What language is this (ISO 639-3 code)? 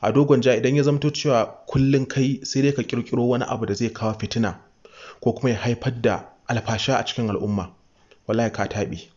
hau